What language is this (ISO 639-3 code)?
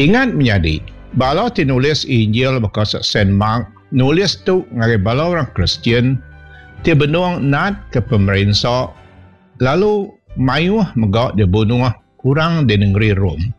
iba